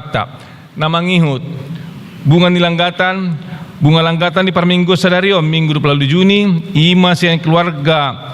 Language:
Batak Toba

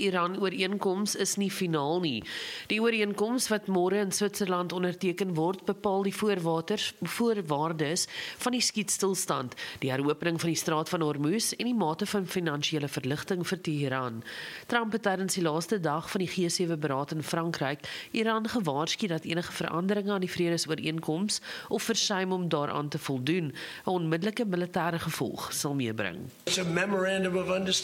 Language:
Afrikaans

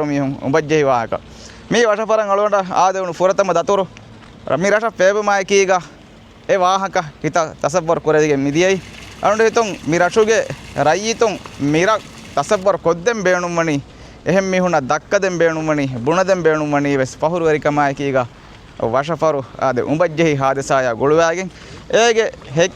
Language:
Divehi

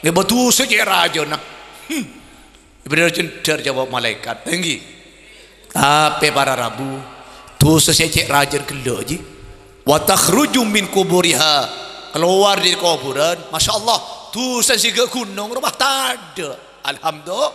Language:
Madurese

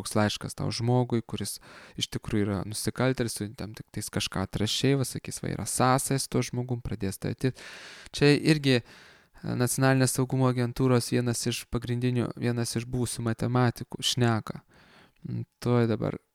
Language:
Lithuanian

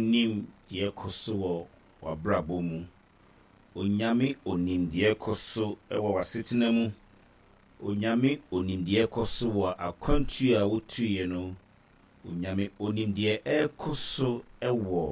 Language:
Akan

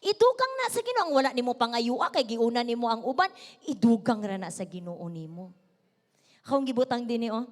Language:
Cebuano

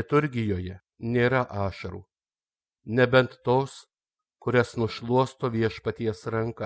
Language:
Lithuanian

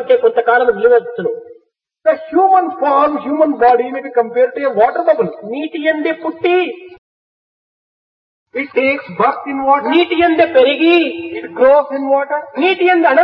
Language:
Telugu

